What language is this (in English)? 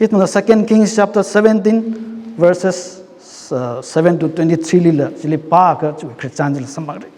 Tangkhul Naga (India)